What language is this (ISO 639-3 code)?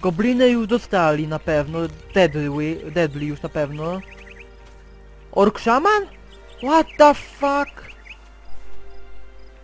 pol